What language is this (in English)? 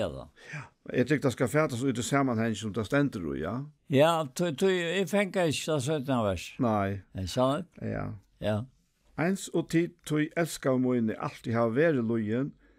Faroese